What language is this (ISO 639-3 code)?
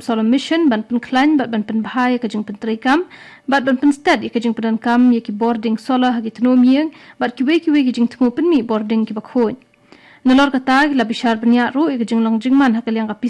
kha